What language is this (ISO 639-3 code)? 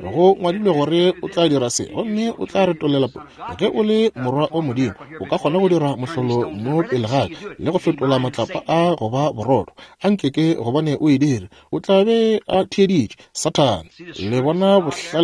nso